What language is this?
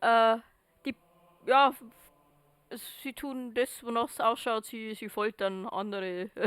Bavarian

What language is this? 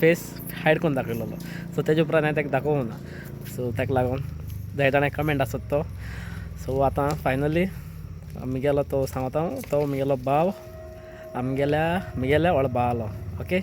Konkani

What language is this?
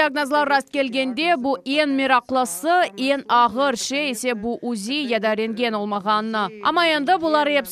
Crimean Tatar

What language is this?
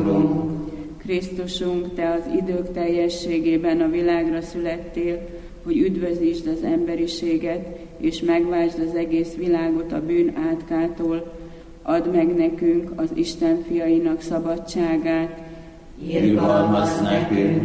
Hungarian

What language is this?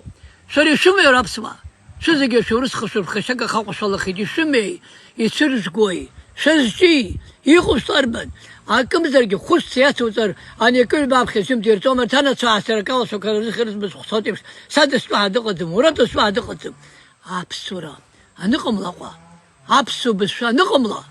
Abkhazian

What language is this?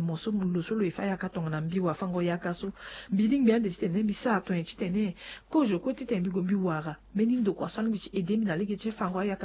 Sango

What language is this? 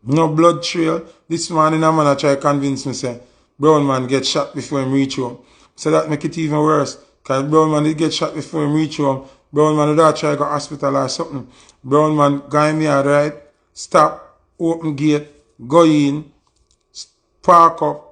Jamaican Creole English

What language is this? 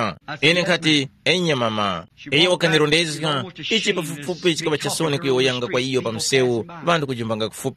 Tumbuka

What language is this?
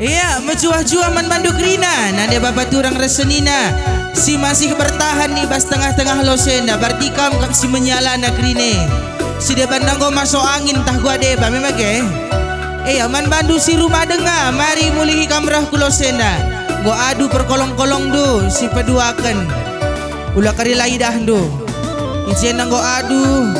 Batak Karo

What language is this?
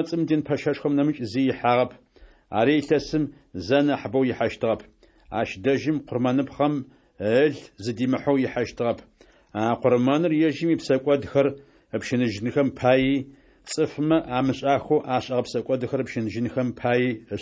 Adyghe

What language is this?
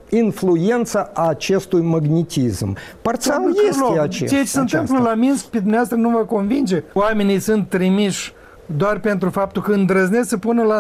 Romanian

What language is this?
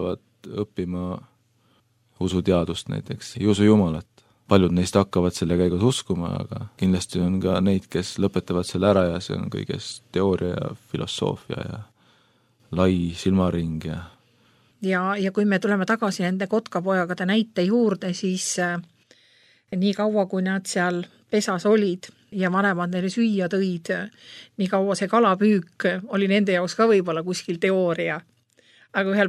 Estonian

